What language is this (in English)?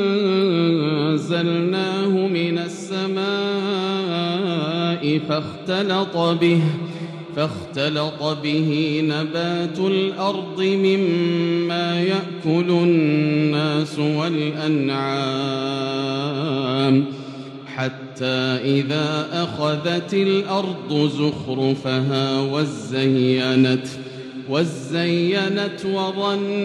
Arabic